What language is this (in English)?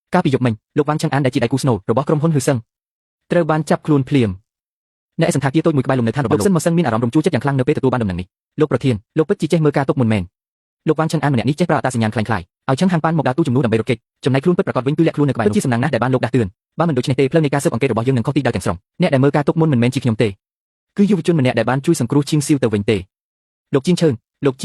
Khmer